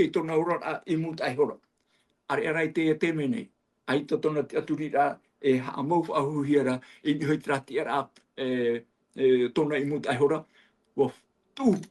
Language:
Tahitian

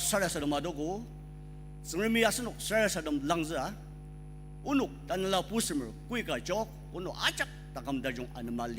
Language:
Ao Naga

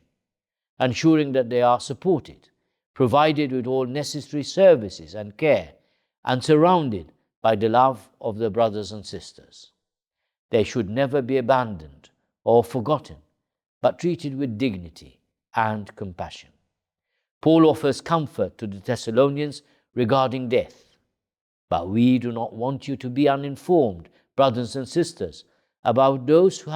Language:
English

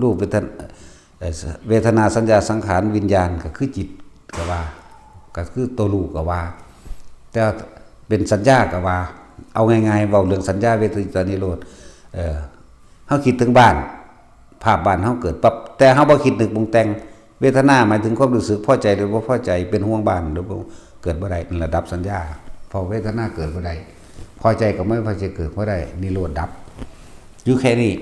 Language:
Lao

